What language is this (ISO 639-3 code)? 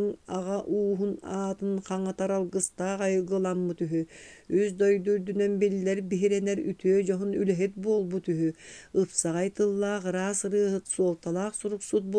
sah